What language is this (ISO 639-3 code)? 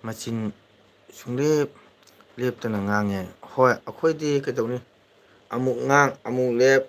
mni